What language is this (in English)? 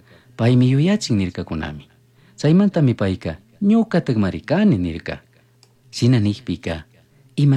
Chimborazo Highland Quichua